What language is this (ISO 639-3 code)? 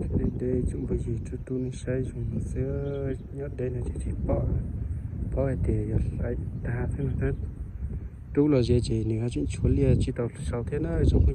hmn